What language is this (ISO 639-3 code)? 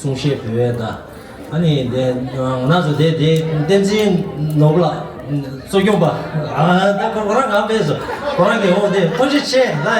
bod